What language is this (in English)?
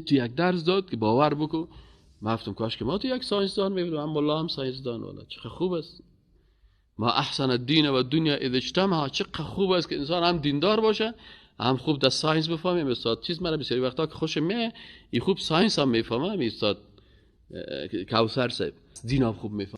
Persian